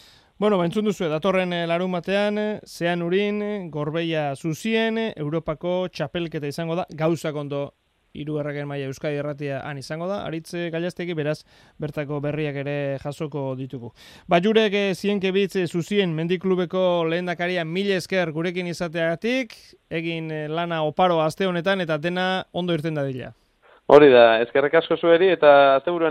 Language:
Basque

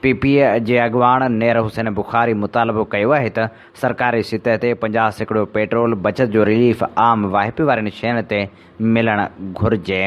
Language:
Sindhi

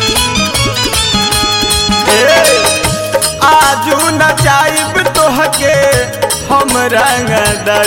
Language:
Bhojpuri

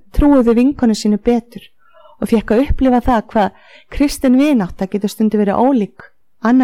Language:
Icelandic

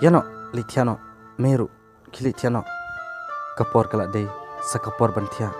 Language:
Khasi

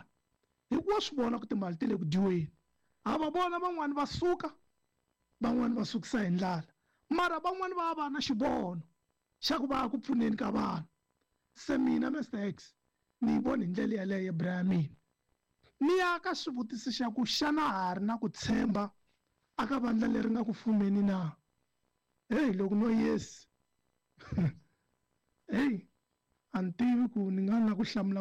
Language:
Tsonga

